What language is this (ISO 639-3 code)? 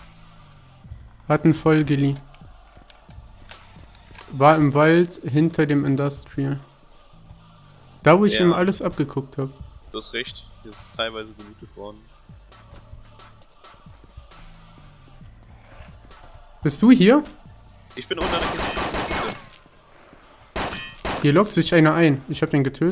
deu